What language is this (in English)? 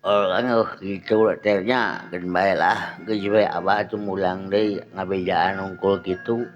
Sundanese